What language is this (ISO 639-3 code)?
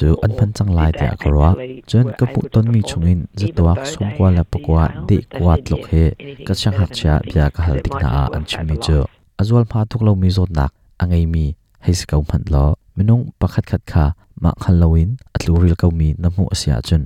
cnh